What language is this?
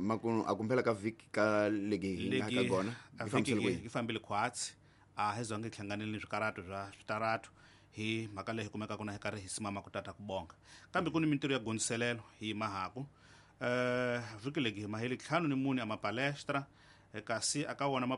Tsonga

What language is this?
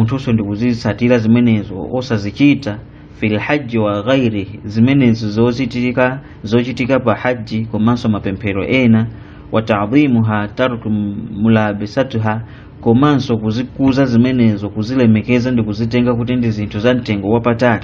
Nyanja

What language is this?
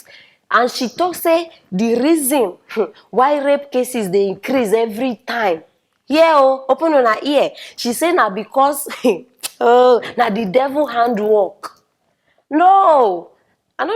Nigerian Pidgin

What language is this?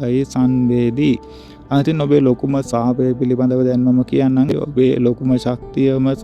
Sinhala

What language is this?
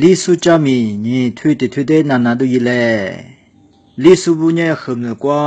Lisu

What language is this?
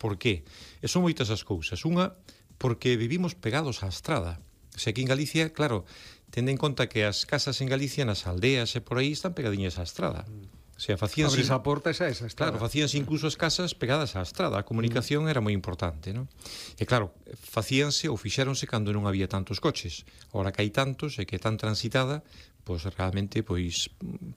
Galician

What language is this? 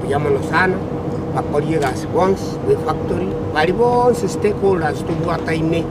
Gusii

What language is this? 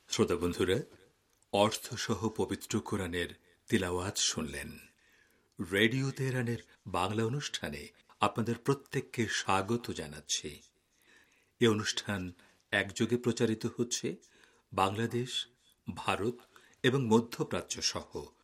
Bangla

